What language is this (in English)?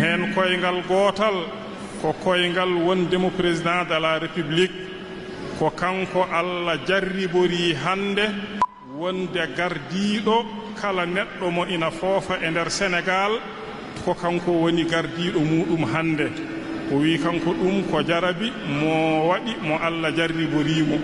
Fula